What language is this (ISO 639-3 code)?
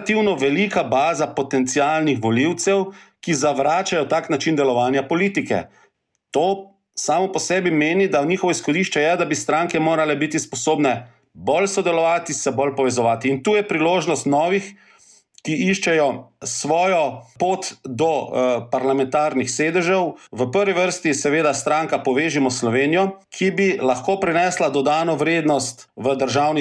slv